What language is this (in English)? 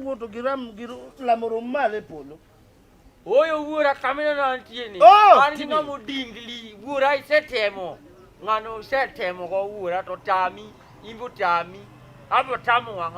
Luo (Kenya and Tanzania)